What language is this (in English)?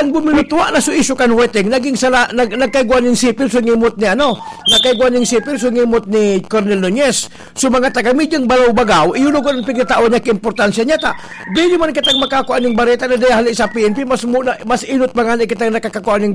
Bikol